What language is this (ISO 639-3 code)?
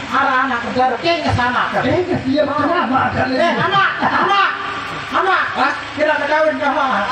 sas